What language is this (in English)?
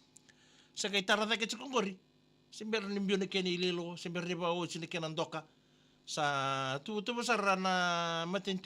Fijian